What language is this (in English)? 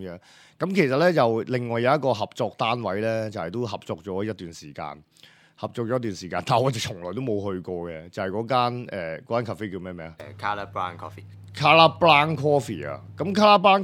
Cantonese